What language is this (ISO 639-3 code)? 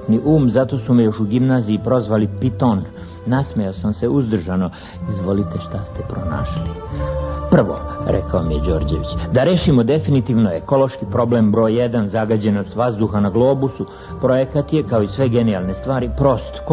srp